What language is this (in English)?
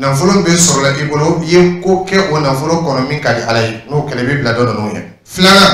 Dyula